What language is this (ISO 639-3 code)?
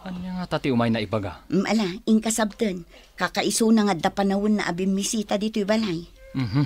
ilo